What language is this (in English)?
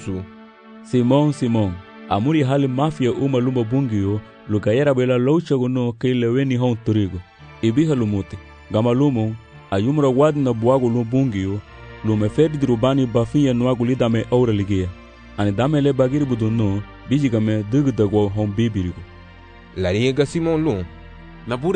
Garifuna